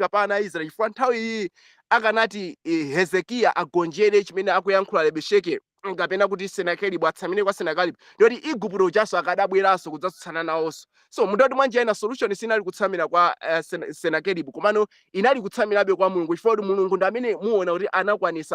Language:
Nyanja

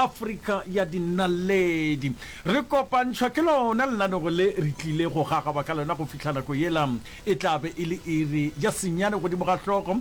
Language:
Northern Sotho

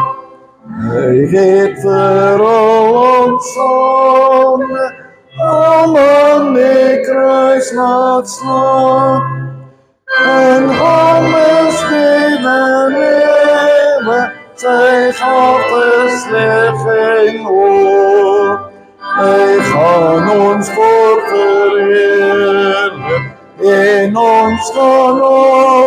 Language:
Afrikaans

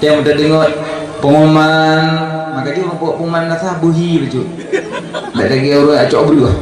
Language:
Achinese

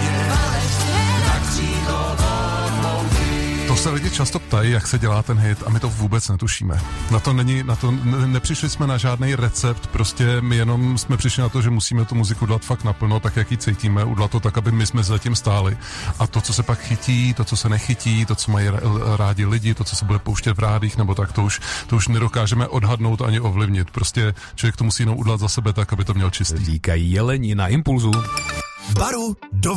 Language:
Czech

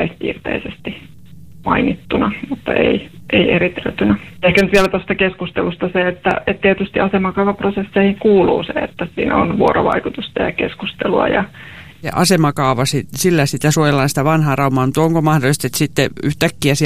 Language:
Finnish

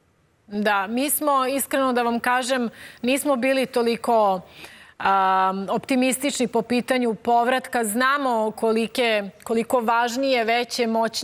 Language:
Serbian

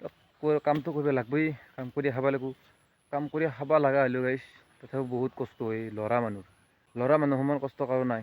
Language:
Assamese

